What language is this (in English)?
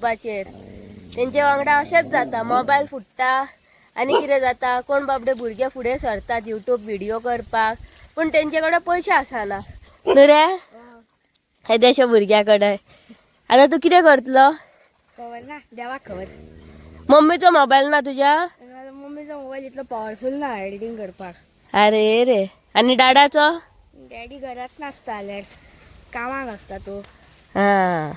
Konkani